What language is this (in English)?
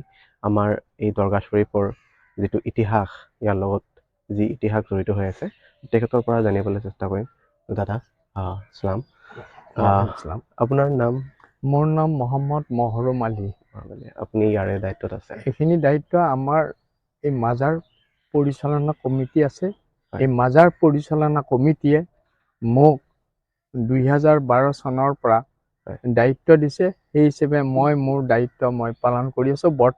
Assamese